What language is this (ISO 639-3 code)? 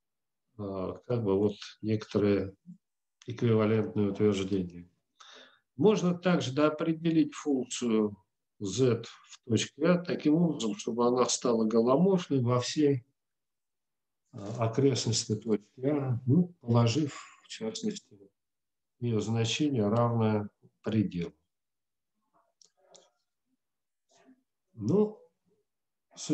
rus